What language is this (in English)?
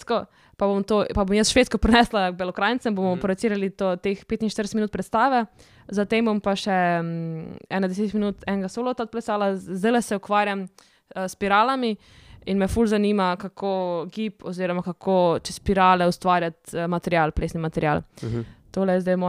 Slovenian